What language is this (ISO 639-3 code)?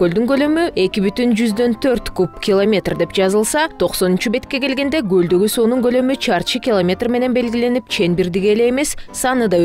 kir